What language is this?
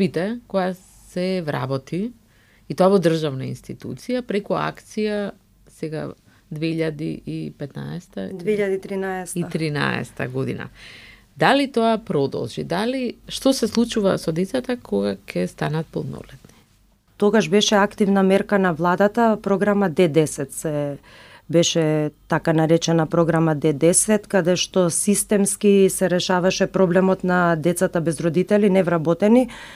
Macedonian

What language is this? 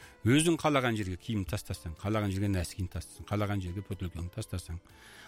Kazakh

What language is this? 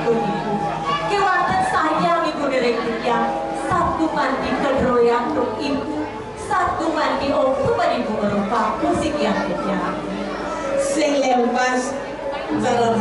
Balinese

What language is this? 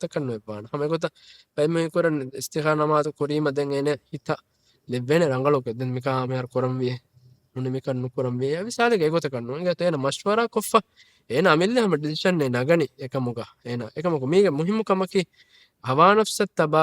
Divehi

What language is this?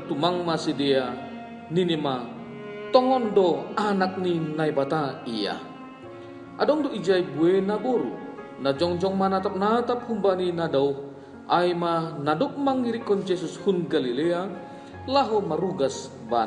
Batak Simalungun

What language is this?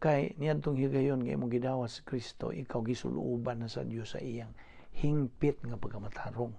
Cebuano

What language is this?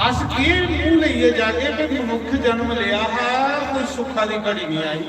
Dogri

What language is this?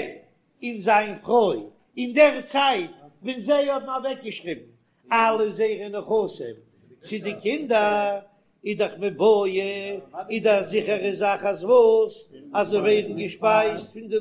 Yiddish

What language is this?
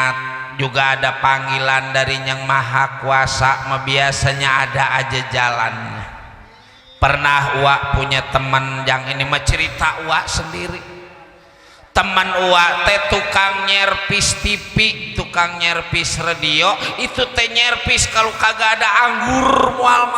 Betawi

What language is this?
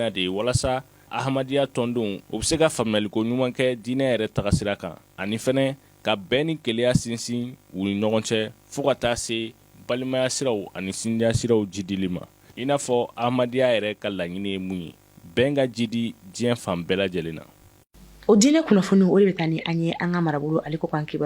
Bambara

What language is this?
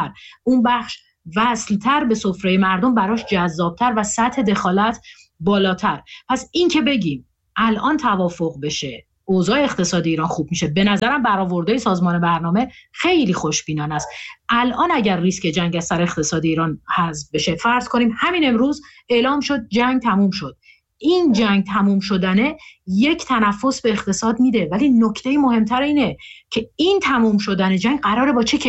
Persian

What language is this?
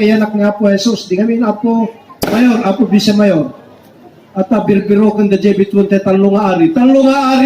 Iloko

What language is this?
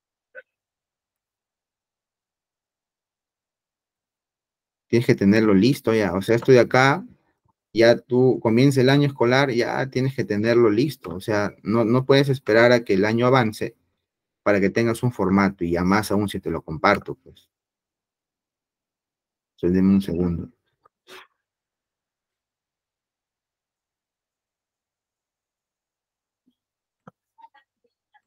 Spanish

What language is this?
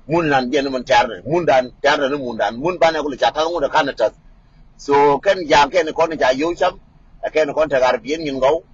Nuer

